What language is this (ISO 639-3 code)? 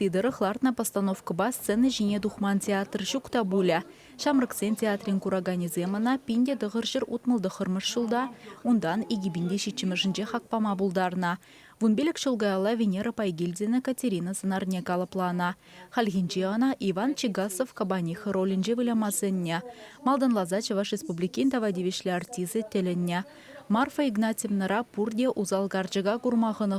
chv